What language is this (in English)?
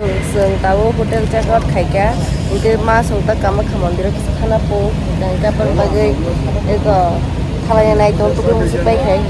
Kok Borok